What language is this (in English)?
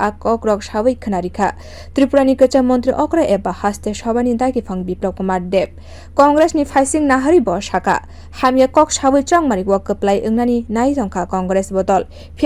Kok Borok